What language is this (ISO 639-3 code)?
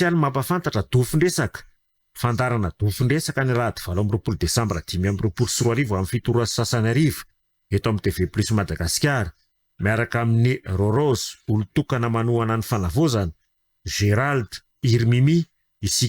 mlg